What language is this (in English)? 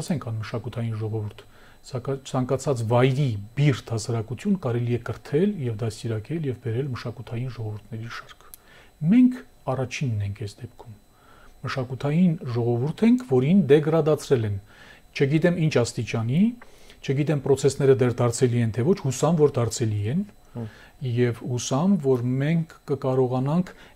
Armenian